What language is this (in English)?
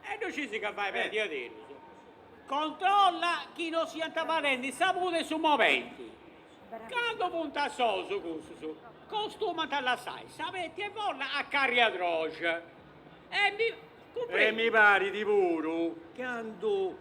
Sardinian